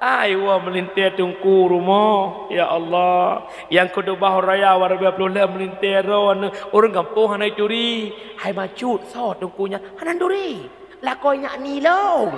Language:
Achinese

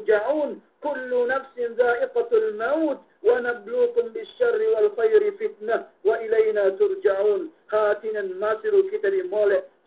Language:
Yakan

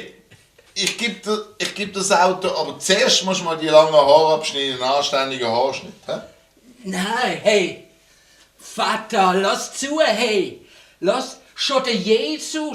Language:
Swiss German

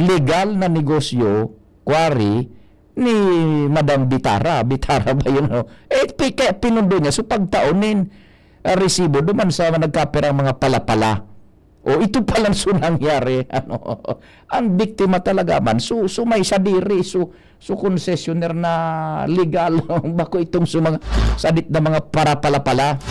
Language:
Bikol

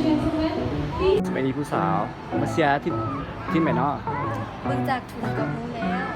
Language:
Lao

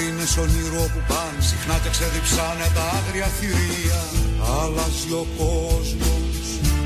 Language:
Greek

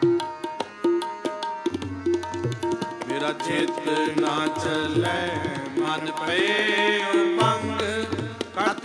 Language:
Punjabi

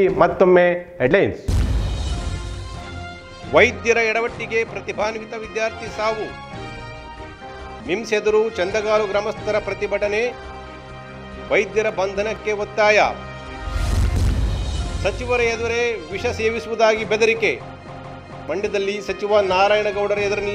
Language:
Kannada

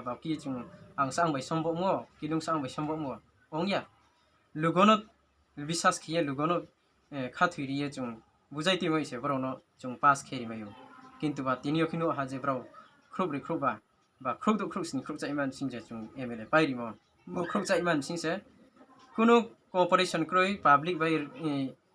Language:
Riang (India)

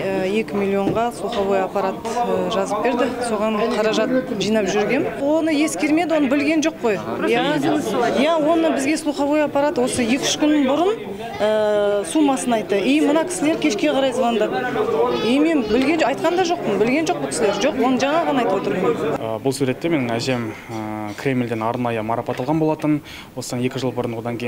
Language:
Kazakh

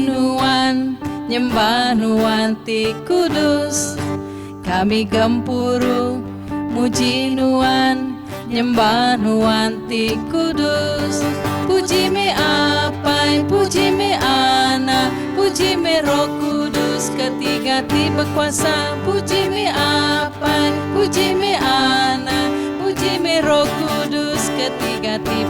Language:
Iban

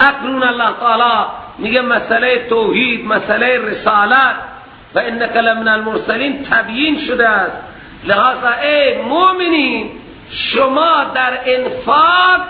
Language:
Persian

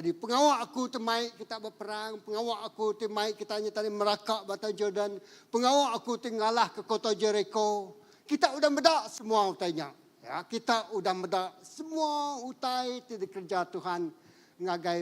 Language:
Iban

